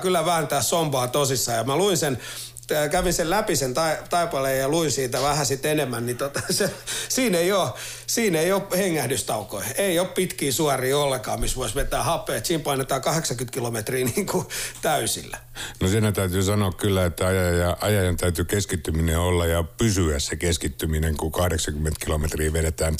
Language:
Finnish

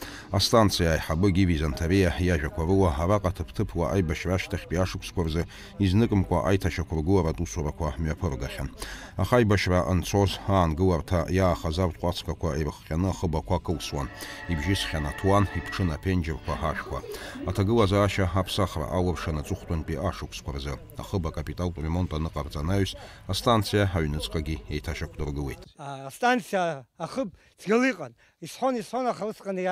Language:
Abkhazian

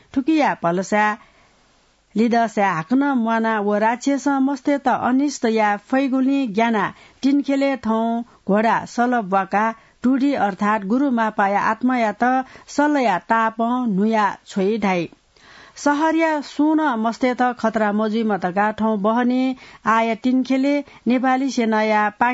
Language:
Newari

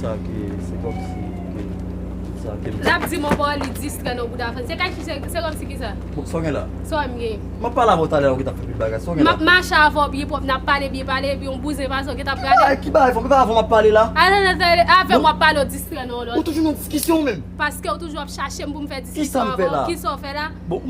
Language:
Haitian Creole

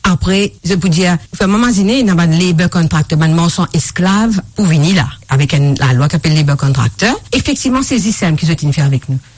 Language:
Morisyen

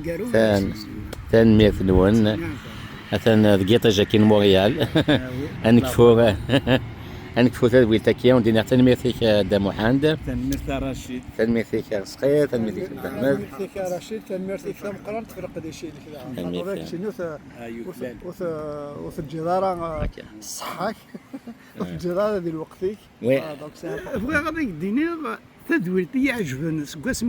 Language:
Kabyle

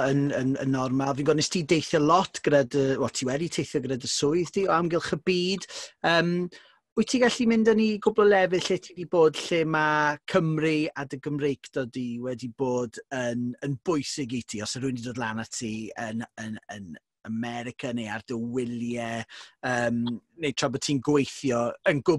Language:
Welsh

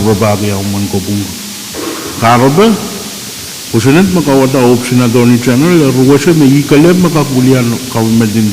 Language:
Pohnpeian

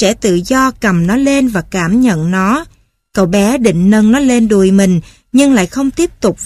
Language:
Vietnamese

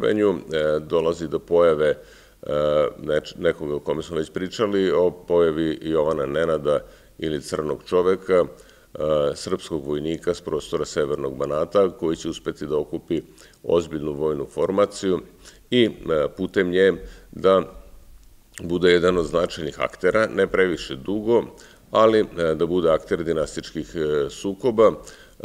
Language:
Serbian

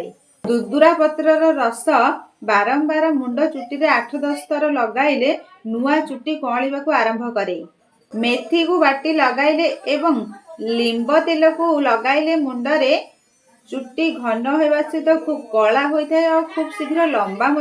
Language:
Odia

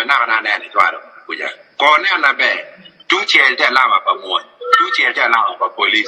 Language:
Acoli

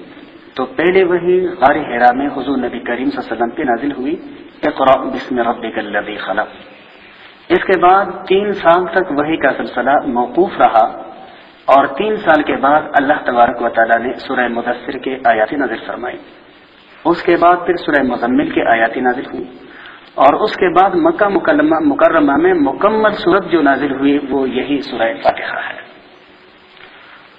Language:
Urdu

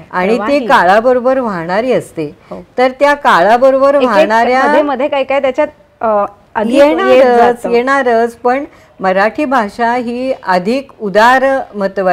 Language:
Marathi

